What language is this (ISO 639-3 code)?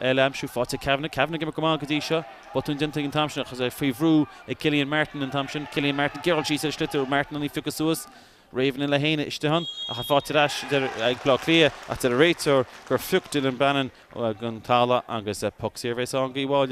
gle